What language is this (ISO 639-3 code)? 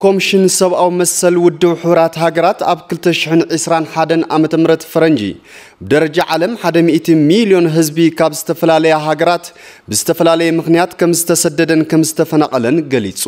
tir